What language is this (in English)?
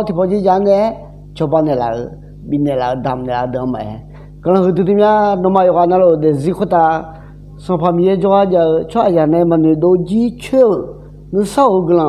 Akha